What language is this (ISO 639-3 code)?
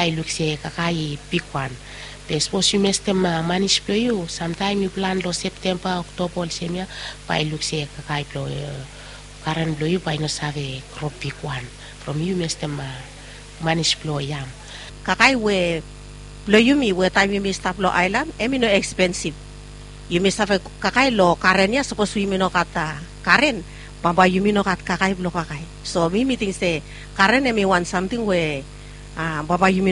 bis